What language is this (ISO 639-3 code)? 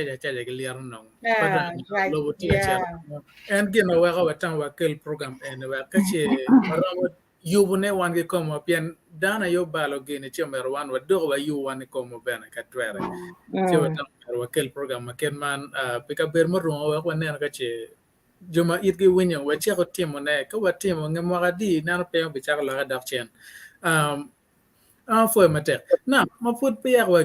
ach